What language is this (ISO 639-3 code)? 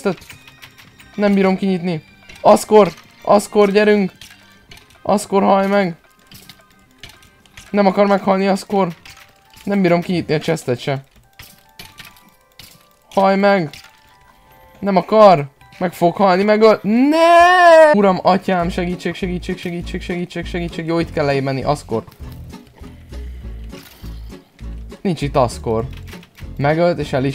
hun